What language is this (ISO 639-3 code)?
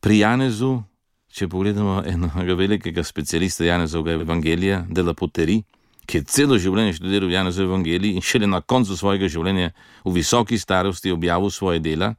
slv